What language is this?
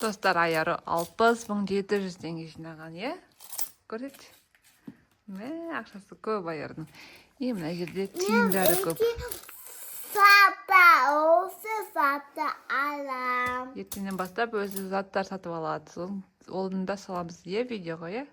Kazakh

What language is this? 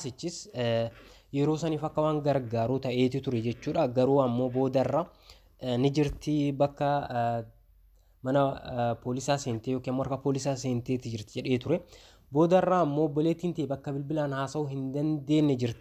Oromo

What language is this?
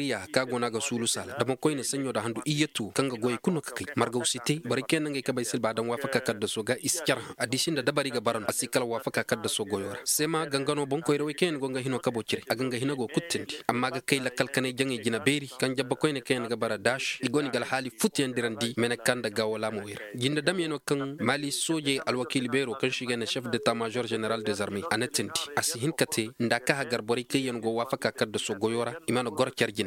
Koyraboro Senni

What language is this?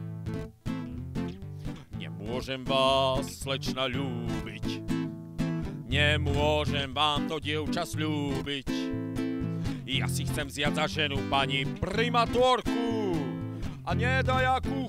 Slovak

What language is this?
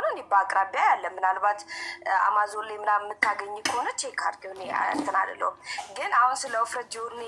Amharic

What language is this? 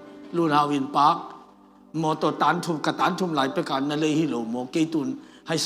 Tedim Chin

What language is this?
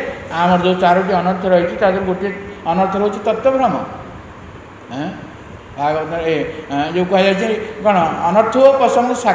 Odia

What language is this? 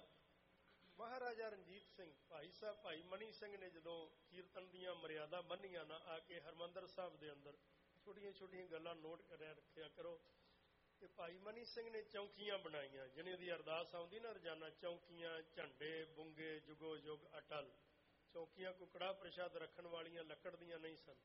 Punjabi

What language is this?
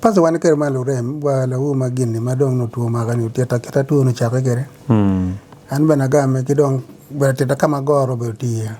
Acoli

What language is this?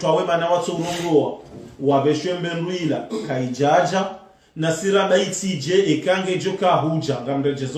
Ngazidja Comorian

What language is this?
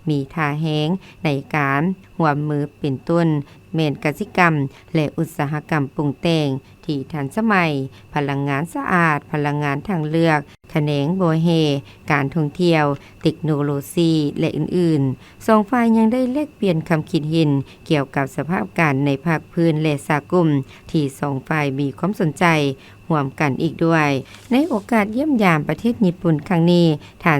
Lao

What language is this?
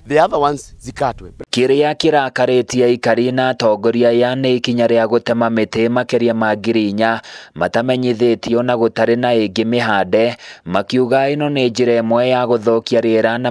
Kikuyu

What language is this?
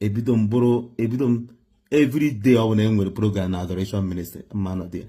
Igbo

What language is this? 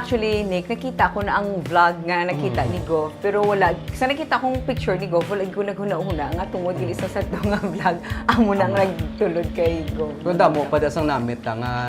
Hiligaynon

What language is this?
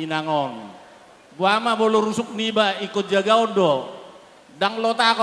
Batak Toba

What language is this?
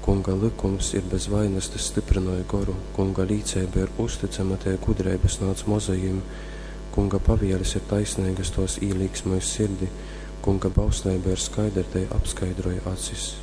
Latgalian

